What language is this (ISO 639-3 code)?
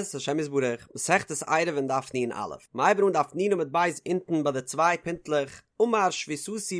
yid